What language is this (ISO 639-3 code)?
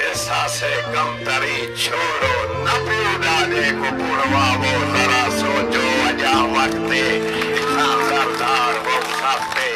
skr